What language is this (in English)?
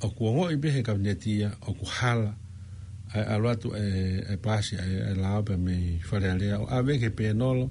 Tongan